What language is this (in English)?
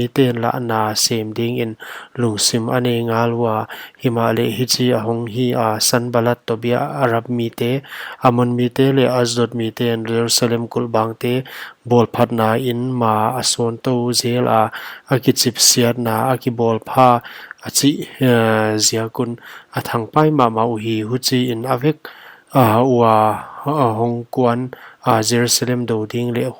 Paite Chin